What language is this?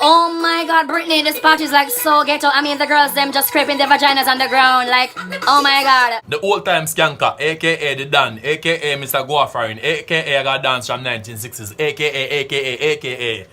Jamaican Creole English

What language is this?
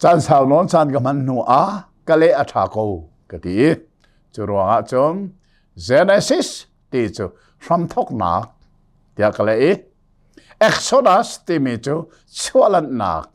Hakha Chin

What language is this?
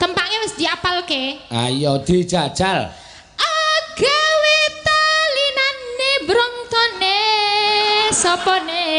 Javanese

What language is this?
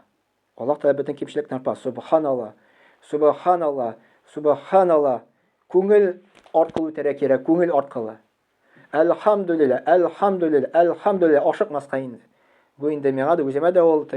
Tatar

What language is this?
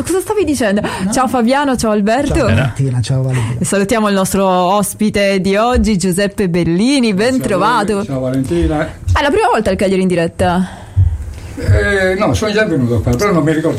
Italian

